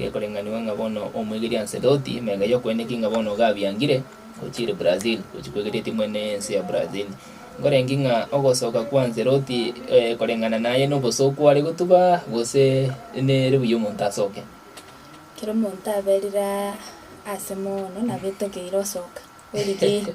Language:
Gusii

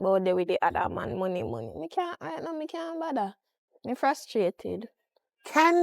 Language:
Jamaican Creole English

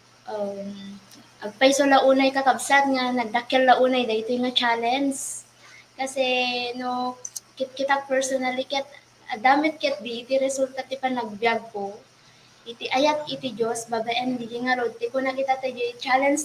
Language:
Iloko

